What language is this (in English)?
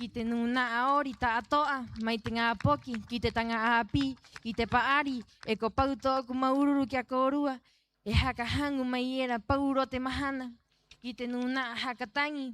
Rapanui